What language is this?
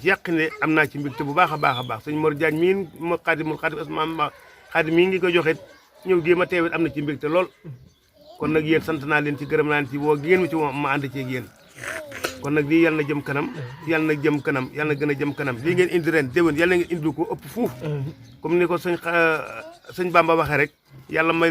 Wolof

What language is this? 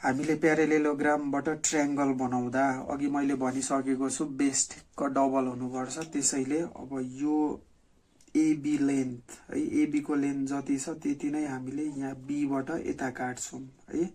Nepali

